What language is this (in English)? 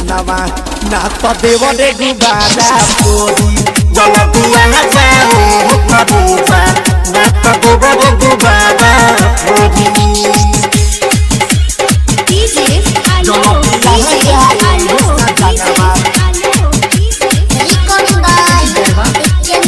Bhojpuri